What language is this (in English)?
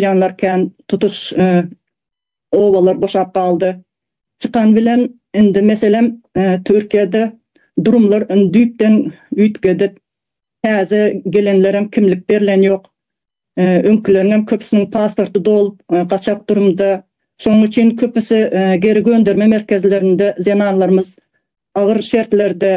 Turkmen